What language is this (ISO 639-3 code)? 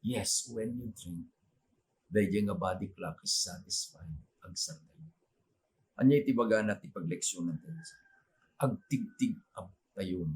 ilo